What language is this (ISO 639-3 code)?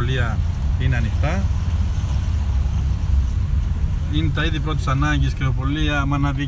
ell